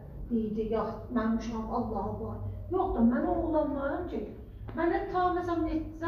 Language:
South Azerbaijani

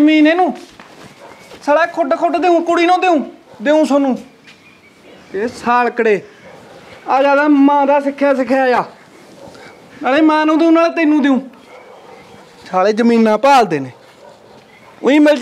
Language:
Punjabi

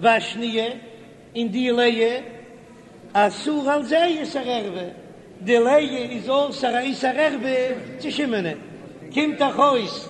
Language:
Yiddish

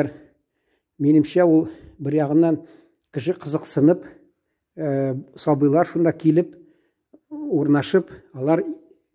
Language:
Tatar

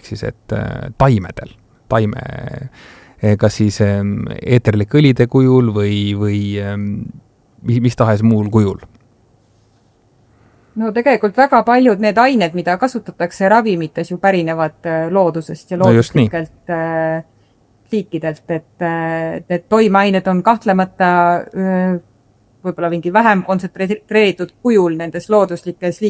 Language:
Estonian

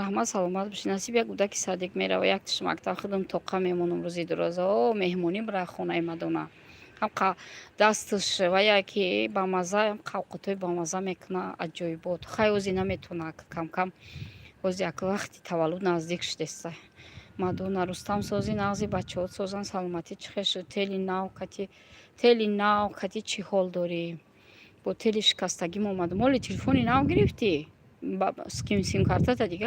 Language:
Tajik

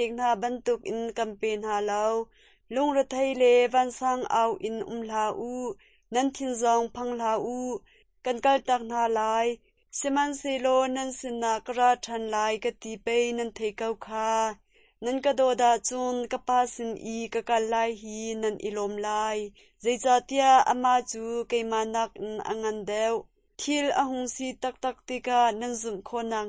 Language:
Hakha Chin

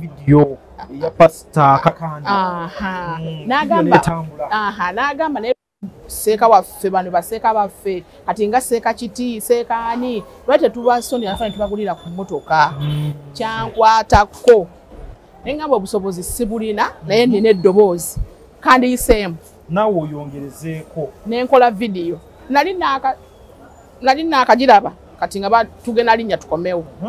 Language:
Ganda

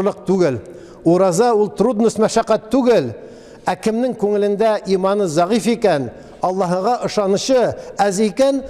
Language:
Tatar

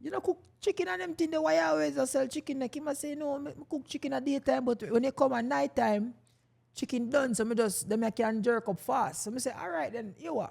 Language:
Jamaican Creole English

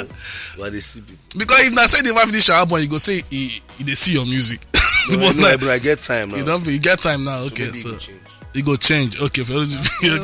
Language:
Nigerian Pidgin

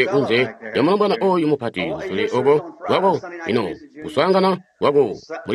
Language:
Tonga (Zambia)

